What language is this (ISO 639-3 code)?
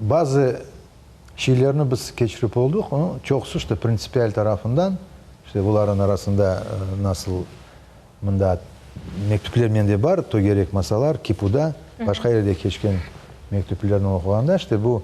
crh